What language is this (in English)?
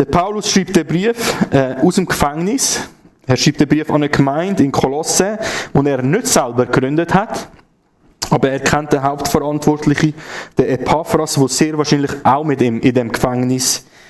Swiss German